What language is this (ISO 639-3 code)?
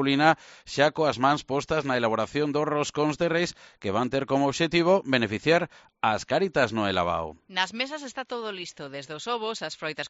glg